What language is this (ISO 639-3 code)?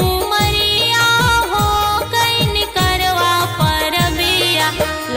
bho